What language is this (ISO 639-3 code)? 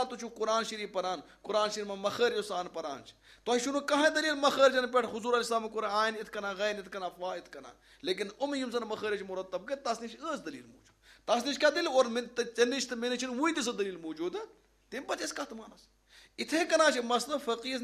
kas